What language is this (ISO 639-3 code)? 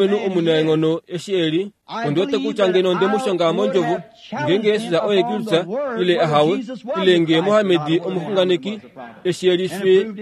kua